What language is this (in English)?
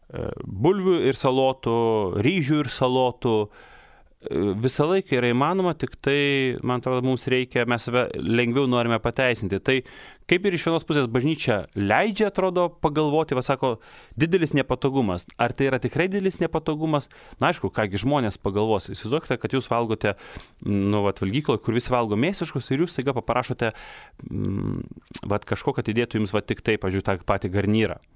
Lithuanian